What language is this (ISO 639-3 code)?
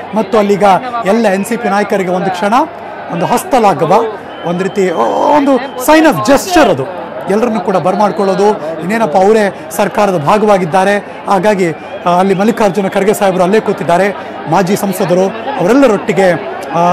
kan